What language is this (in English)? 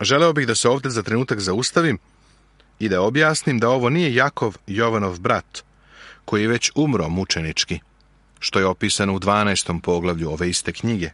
Serbian